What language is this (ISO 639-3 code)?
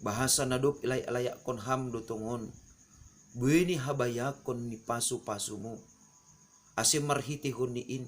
bts